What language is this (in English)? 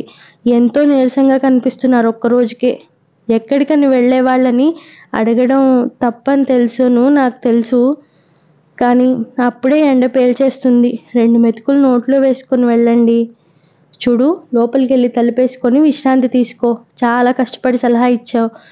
Telugu